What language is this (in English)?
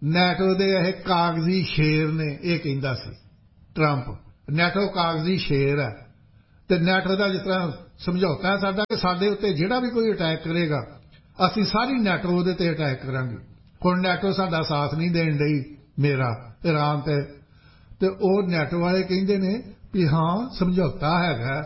Punjabi